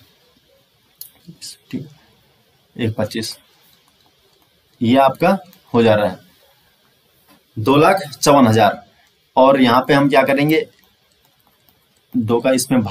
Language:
Hindi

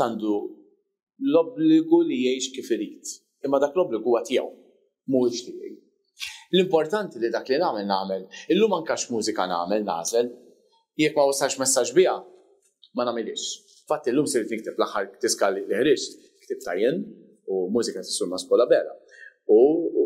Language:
Maltese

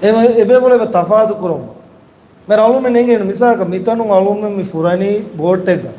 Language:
Divehi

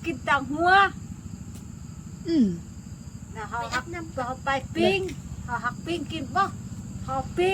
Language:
Lao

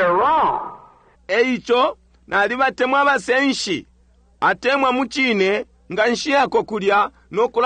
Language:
Bemba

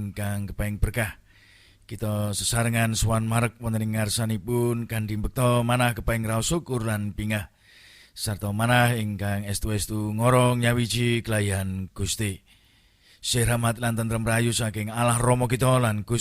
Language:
Javanese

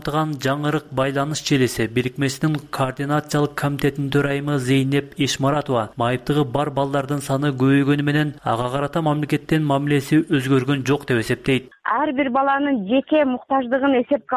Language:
Kyrgyz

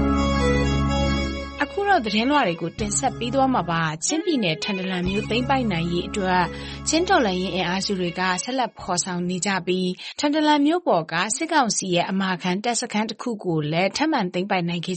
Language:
Burmese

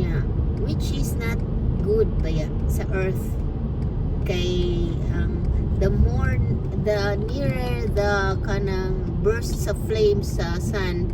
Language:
Cebuano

